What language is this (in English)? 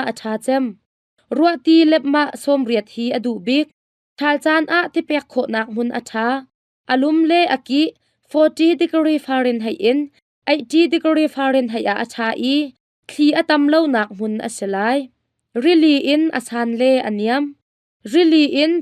Hakha Chin